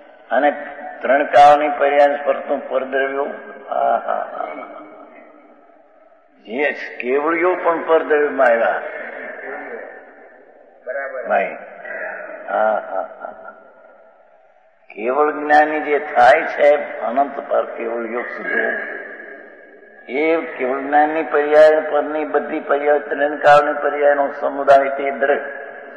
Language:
Gujarati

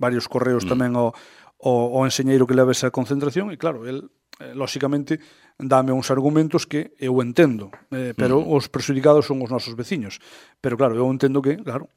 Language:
Galician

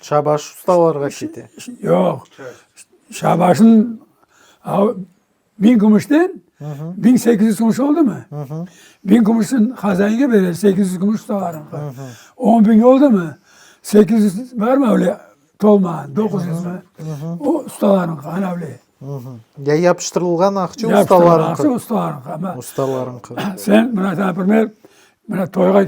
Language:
Crimean Tatar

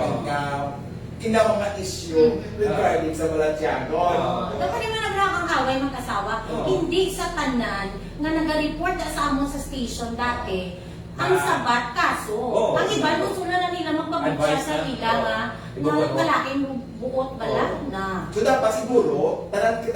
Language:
Hiligaynon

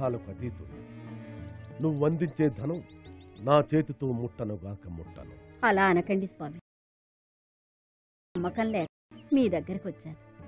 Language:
Telugu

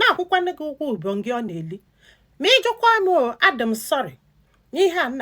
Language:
Igbo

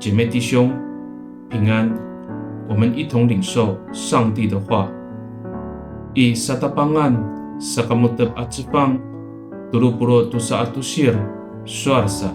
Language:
Amis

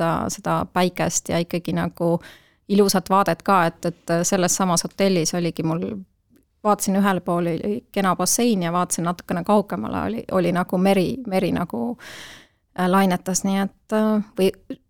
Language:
Estonian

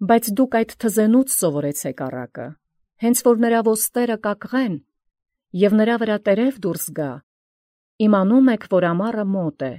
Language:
Armenian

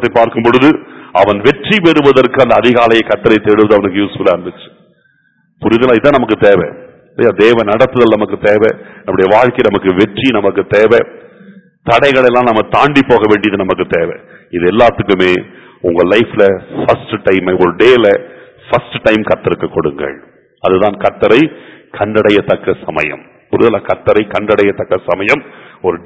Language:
Tamil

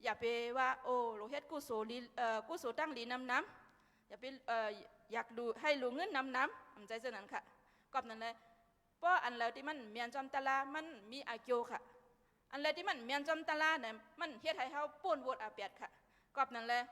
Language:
Shan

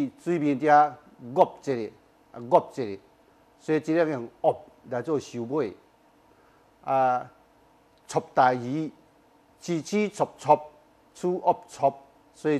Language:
Min Nan Chinese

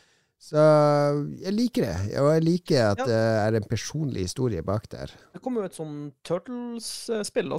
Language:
Norwegian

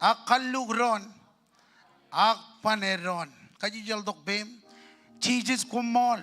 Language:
Marshallese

